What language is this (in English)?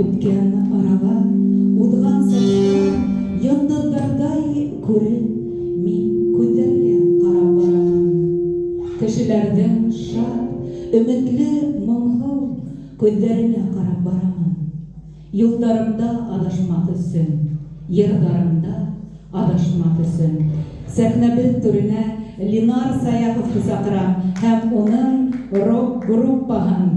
Bashkir